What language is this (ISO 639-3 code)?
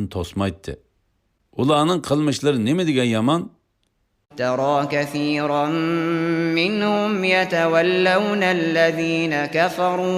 uig